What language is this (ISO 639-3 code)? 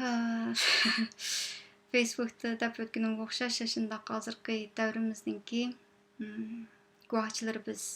uig